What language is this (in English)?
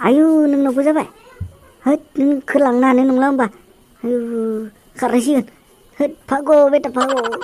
Bodo